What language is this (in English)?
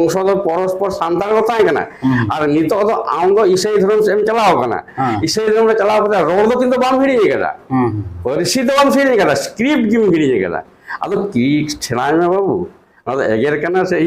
Santali